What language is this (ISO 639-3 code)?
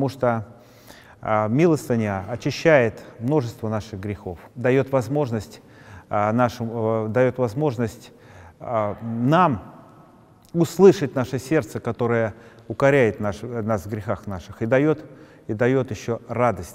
rus